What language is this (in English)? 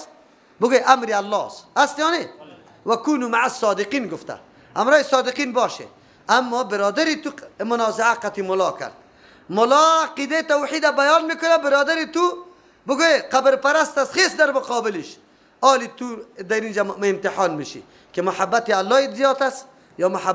Persian